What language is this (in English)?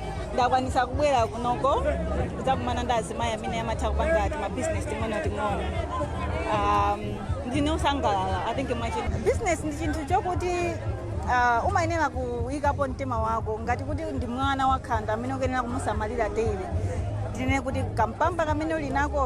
Nyanja